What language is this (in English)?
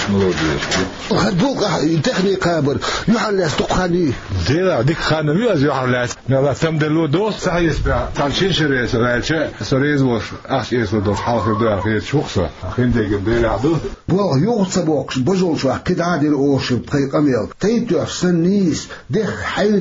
Chechen